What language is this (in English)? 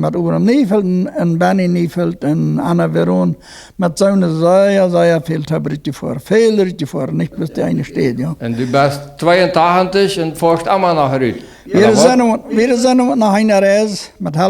Plautdietsch